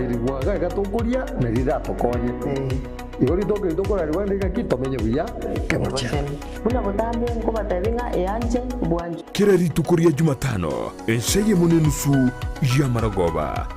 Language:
Gusii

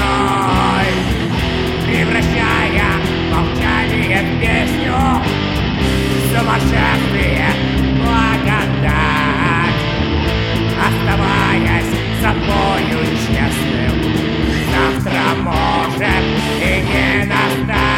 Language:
Russian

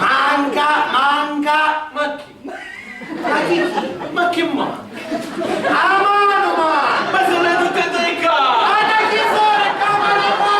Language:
Sicilian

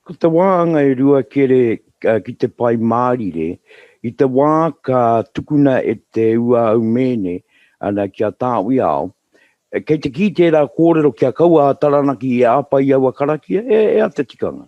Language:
Māori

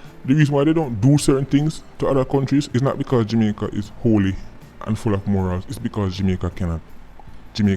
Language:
Jamaican Creole English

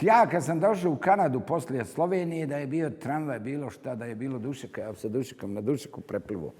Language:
Bosnian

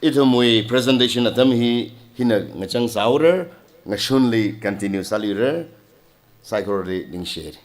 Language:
Tangkhul Naga (India)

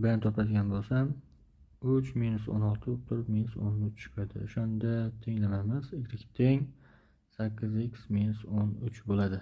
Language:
Uzbek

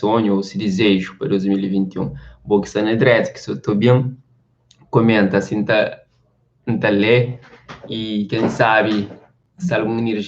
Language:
Kabuverdianu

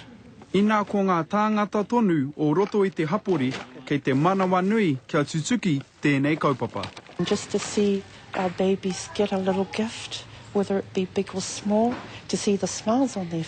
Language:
Māori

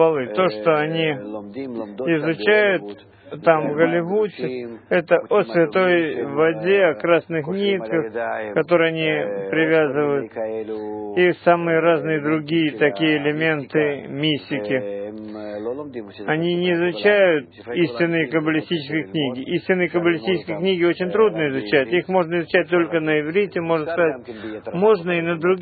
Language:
Russian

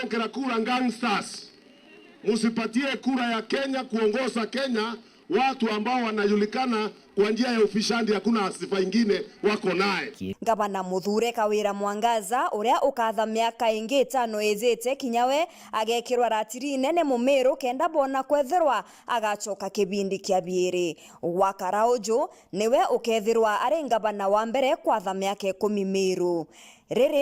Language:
Meru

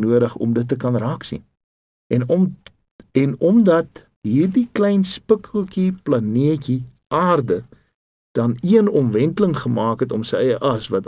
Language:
Afrikaans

